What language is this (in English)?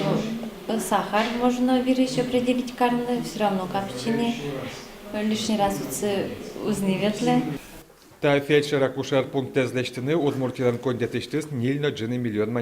Udmurt